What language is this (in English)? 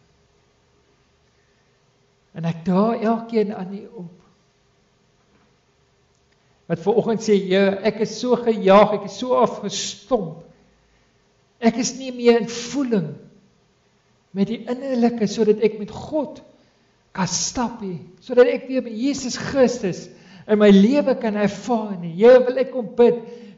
Afrikaans